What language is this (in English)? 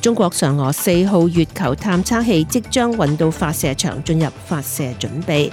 Cantonese